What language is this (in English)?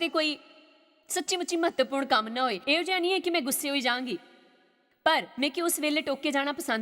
Dogri